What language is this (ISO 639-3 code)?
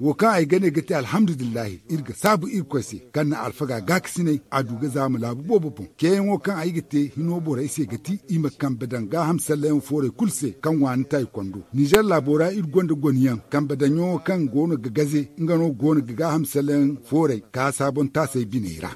dje